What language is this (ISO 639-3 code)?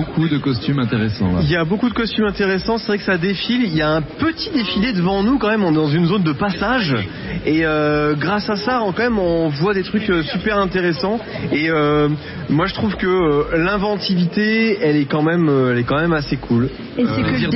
fra